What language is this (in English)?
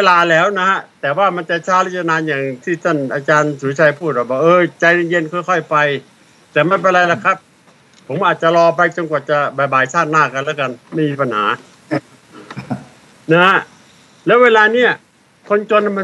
Thai